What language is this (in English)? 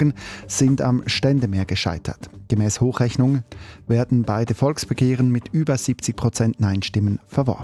German